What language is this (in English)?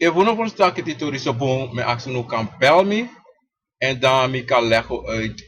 Sranan Tongo